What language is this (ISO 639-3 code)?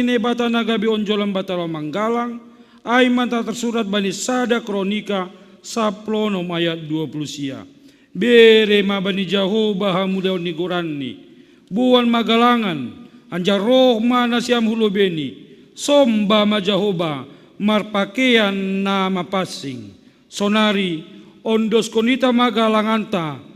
bts